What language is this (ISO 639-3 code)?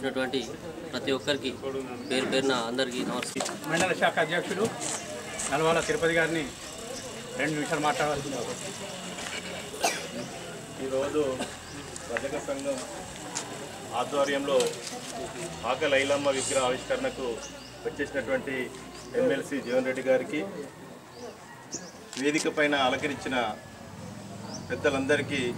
tel